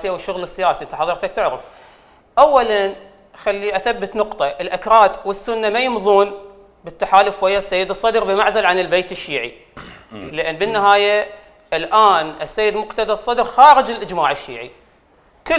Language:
Mesopotamian Arabic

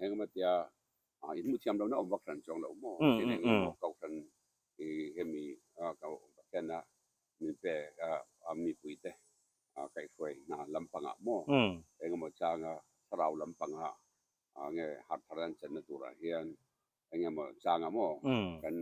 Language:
Mizo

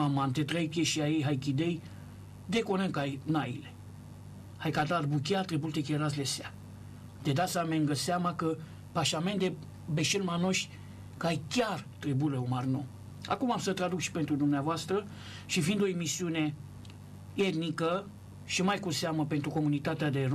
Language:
Romanian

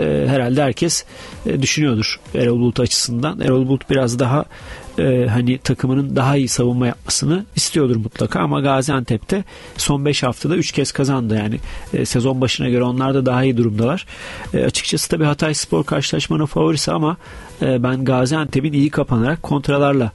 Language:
Turkish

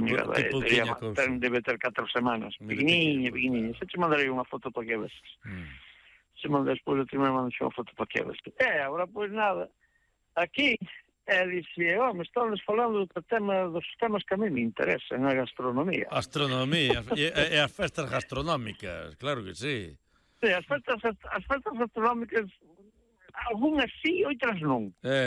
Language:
Galician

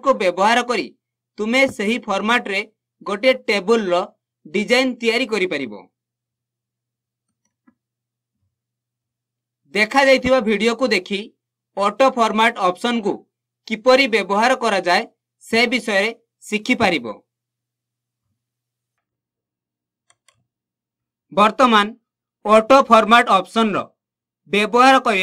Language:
Odia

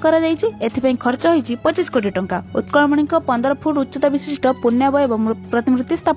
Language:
Odia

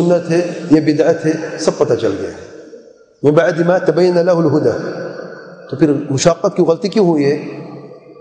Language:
Urdu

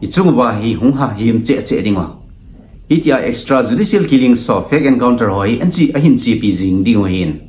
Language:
Thado Chin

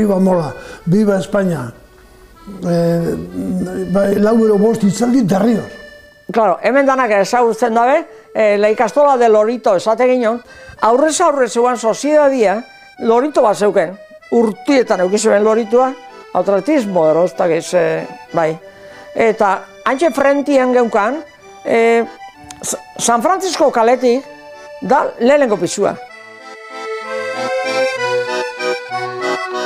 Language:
Basque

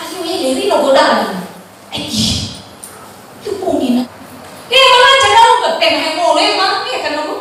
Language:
Nias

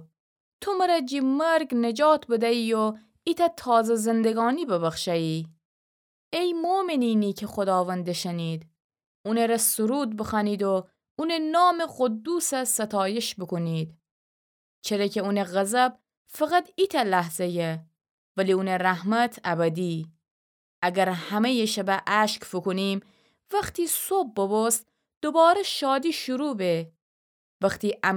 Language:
Gilaki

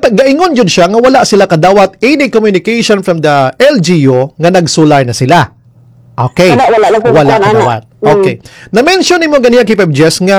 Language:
Cebuano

